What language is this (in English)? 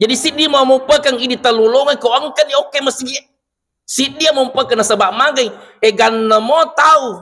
Buginese